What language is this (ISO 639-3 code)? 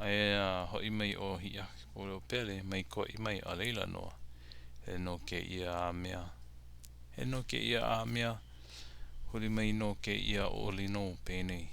haw